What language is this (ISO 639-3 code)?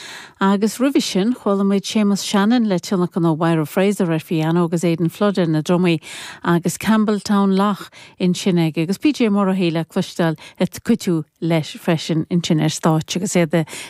gle